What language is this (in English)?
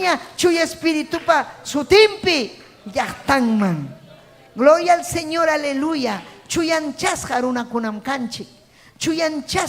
Ayacucho Quechua